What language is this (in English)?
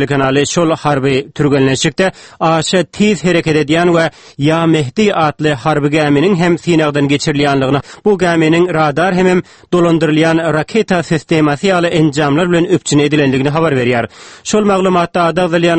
Turkmen